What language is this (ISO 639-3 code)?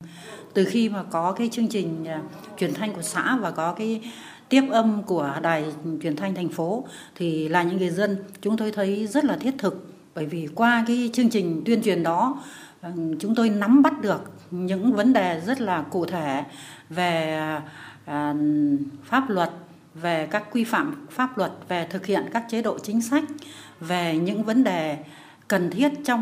vie